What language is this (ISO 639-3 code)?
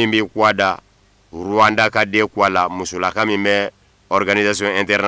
bam